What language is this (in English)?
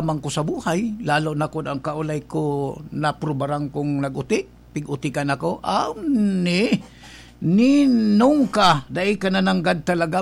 Bikol